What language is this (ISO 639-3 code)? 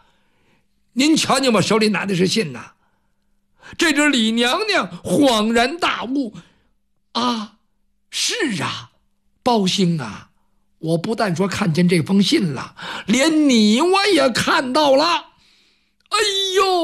zho